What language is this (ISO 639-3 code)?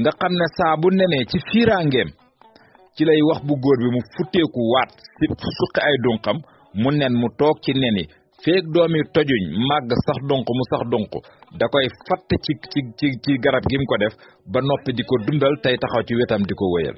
wol